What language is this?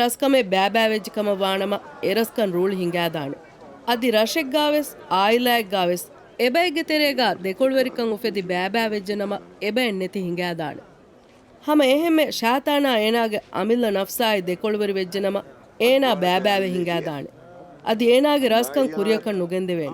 Divehi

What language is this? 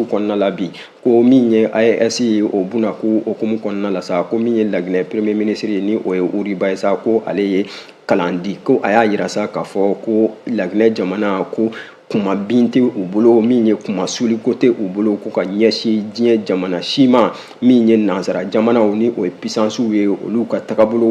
Bambara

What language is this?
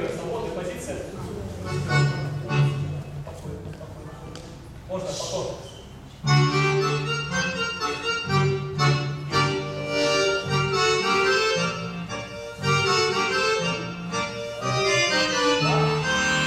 Russian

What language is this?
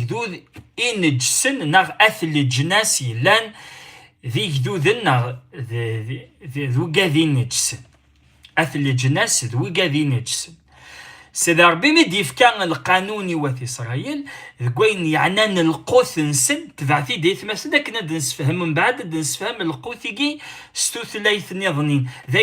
Kabyle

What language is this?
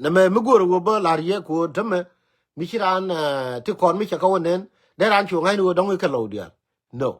Nuer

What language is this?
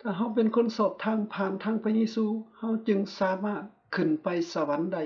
Lao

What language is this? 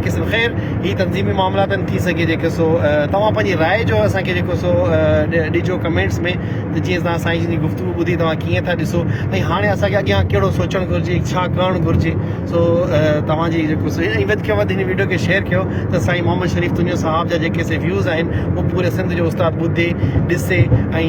Sindhi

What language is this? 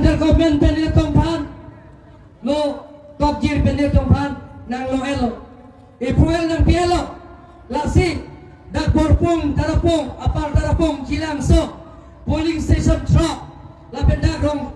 Karbi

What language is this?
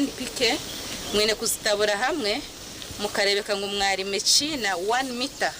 Nyankole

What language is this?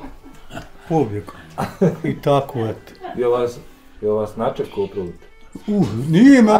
Bosnian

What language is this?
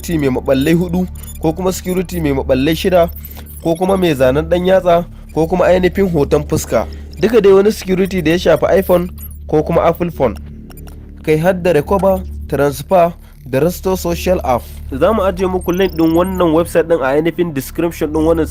Hausa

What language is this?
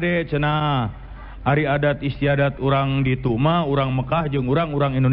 Sundanese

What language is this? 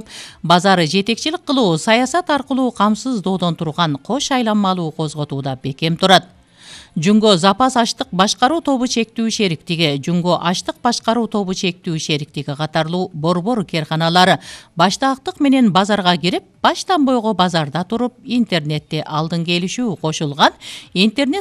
Kyrgyz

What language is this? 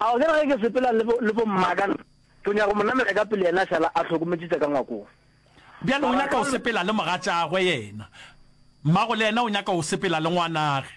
Northern Sotho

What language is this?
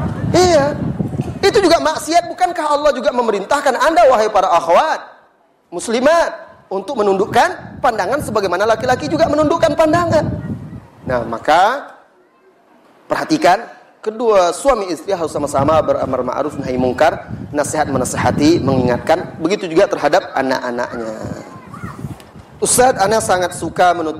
Indonesian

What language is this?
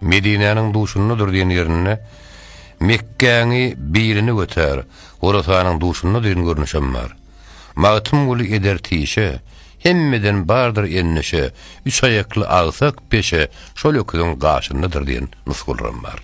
Turkmen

